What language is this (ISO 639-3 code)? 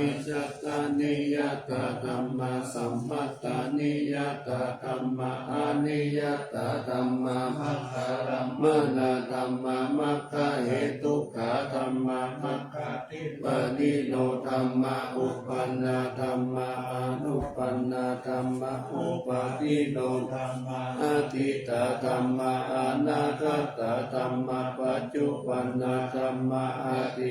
pli